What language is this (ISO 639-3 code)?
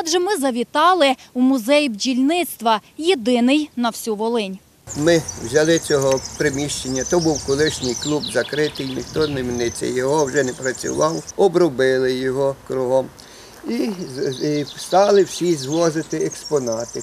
ukr